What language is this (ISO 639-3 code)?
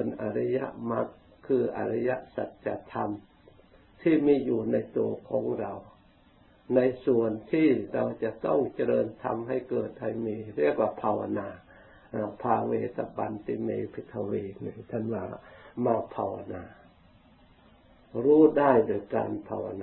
tha